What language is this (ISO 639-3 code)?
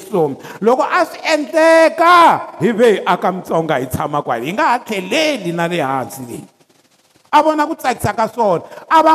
tso